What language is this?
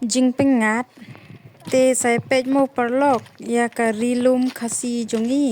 Khasi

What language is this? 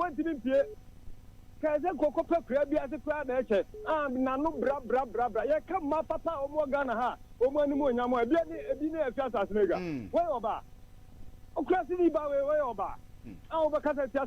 Akan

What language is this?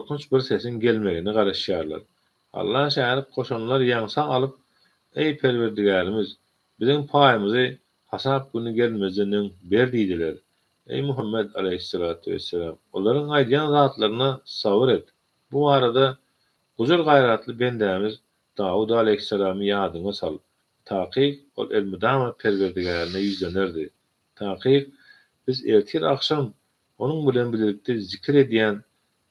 Turkmen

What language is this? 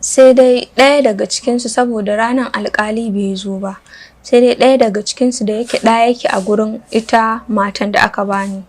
Hausa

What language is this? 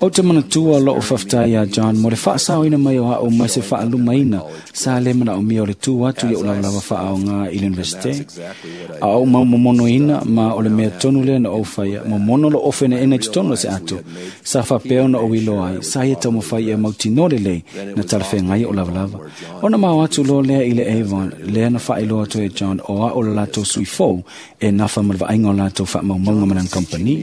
Samoan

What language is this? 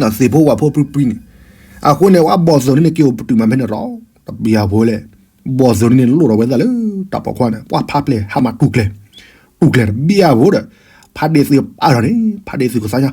S'gaw Karen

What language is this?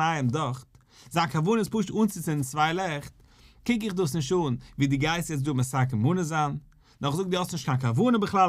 Yiddish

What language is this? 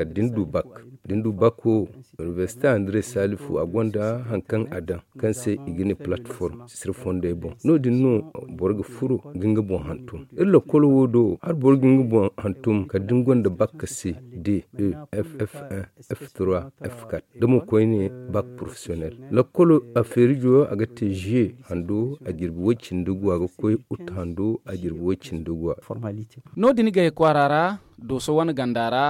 Zarma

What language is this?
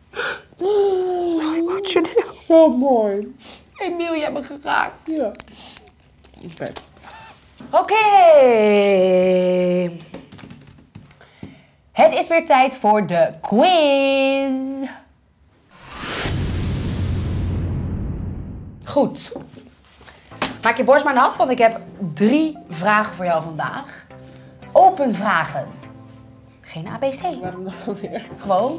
Dutch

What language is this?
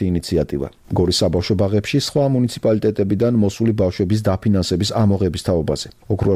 Georgian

